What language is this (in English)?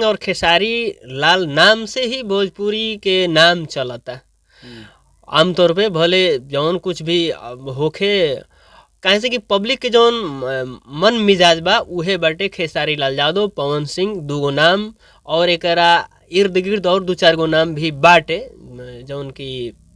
Bhojpuri